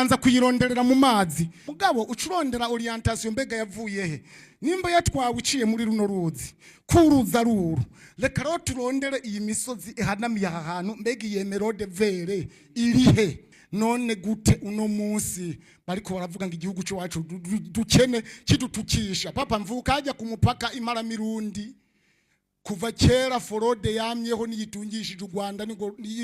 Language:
Rundi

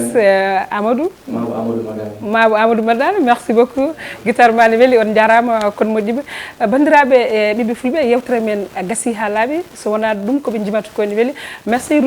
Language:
Fula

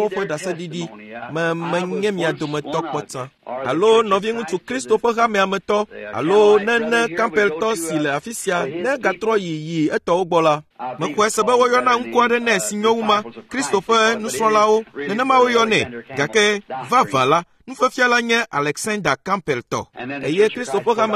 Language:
Ewe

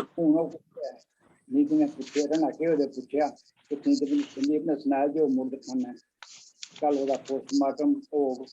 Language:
Dogri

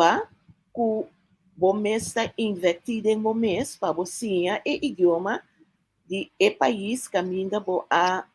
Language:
Papiamento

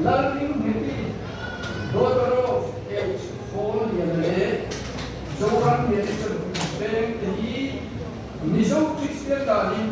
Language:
Mizo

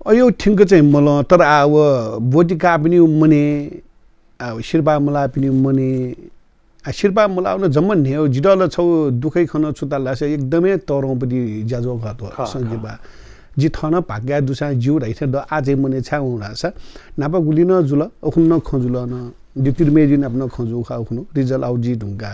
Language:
Newari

